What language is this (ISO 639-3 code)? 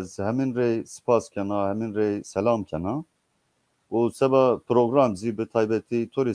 zza